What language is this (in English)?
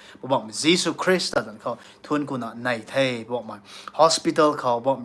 Rongmei Naga